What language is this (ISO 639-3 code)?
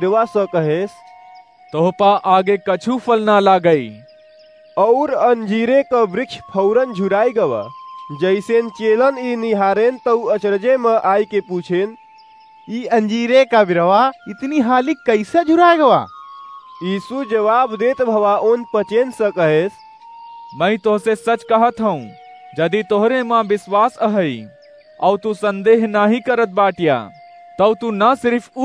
awa